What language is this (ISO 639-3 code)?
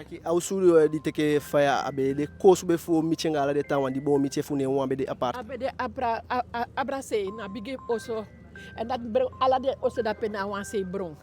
djk